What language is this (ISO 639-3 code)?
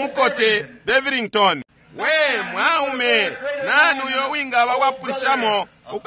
bem